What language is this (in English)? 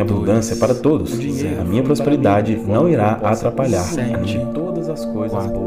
Portuguese